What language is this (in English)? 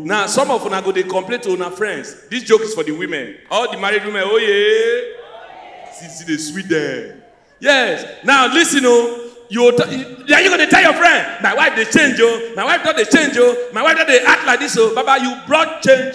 Nigerian Pidgin